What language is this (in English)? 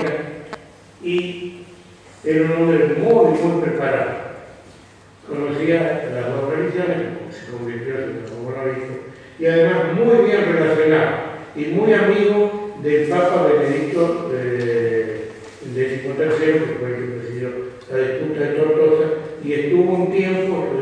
Ladino